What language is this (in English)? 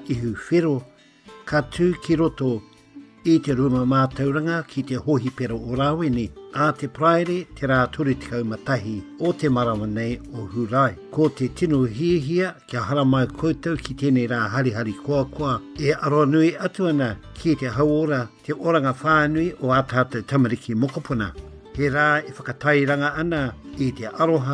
Māori